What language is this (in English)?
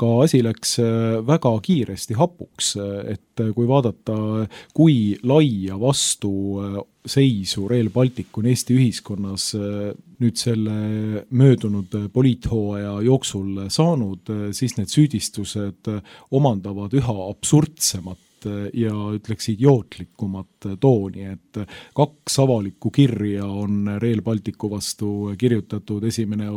Estonian